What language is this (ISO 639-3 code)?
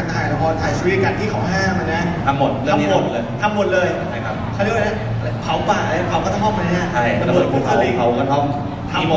tha